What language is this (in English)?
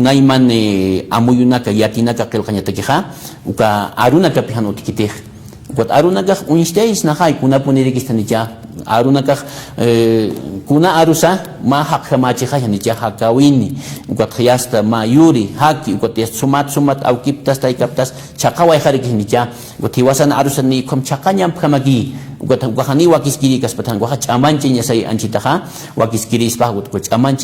Aymara